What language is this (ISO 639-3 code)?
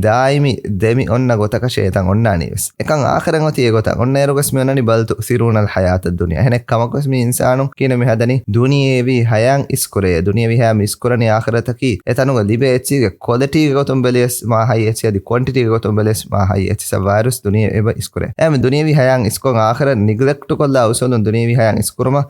div